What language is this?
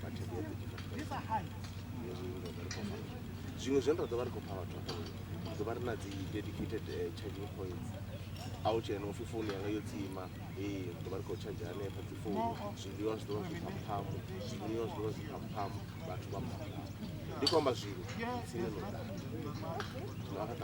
Venda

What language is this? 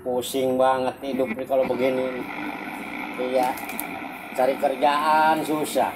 Betawi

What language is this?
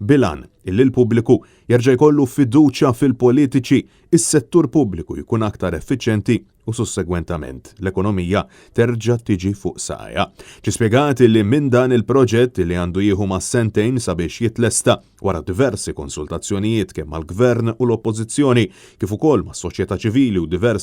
Maltese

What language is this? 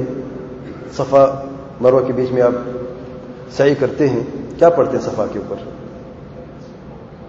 Urdu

